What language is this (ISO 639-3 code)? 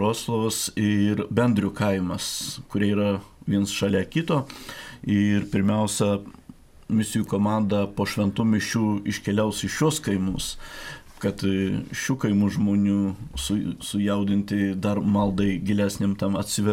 lit